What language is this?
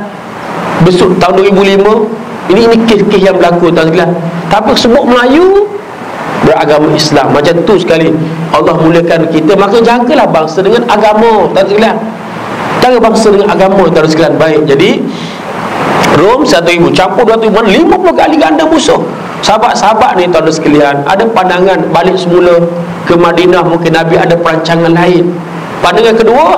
Malay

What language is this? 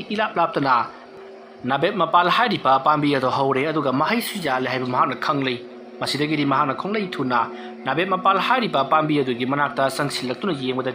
Manipuri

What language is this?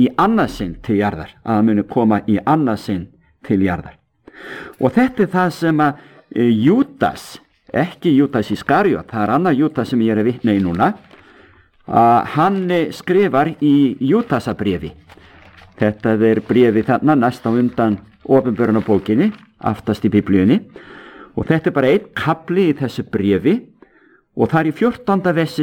Icelandic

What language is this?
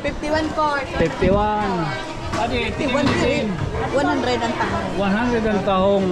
Waray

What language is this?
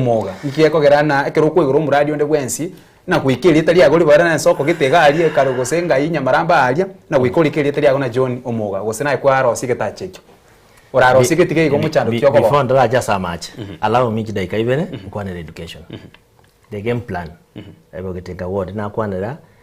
Gusii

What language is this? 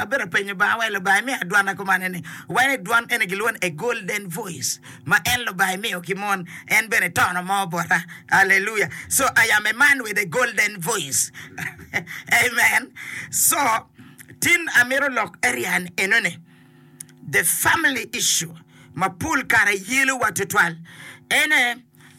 Acoli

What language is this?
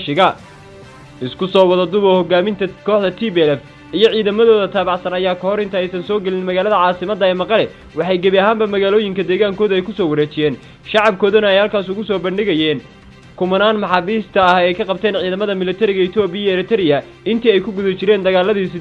Somali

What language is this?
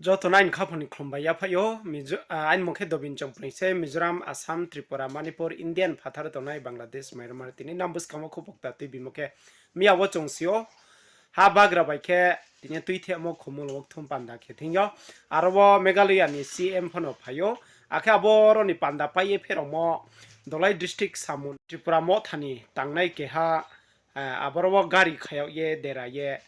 Riang (India)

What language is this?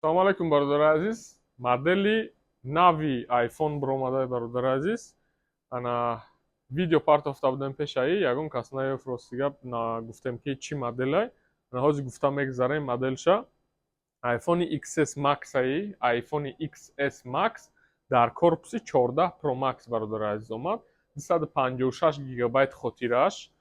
Tajik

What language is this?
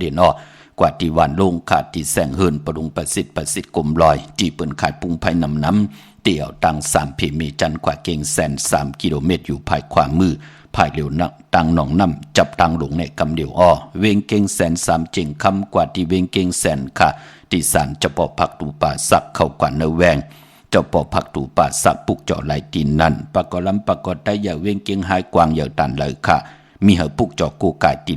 Shan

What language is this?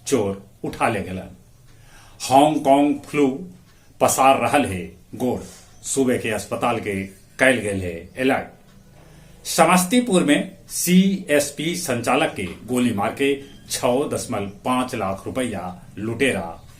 Magahi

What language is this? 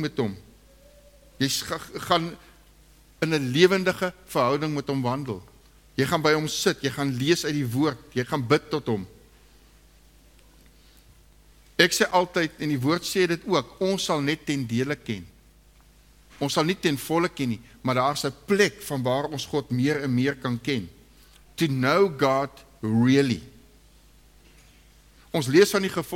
Afrikaans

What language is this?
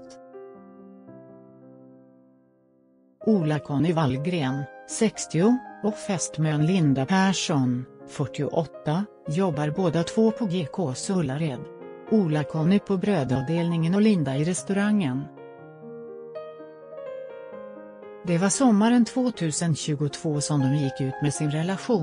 Swedish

